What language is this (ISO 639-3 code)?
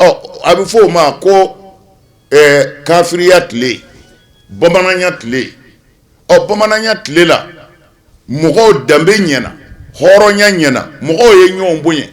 bam